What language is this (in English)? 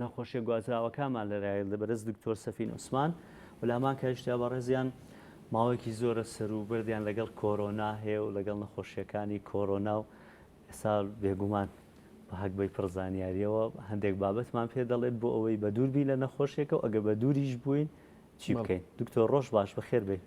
Central Kurdish